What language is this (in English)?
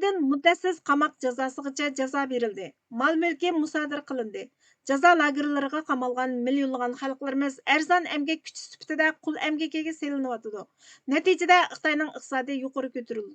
Uyghur